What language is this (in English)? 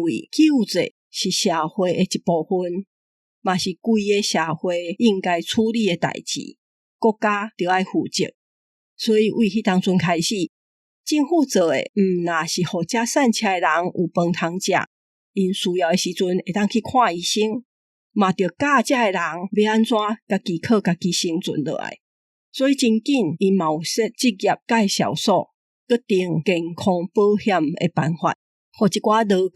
Min Nan Chinese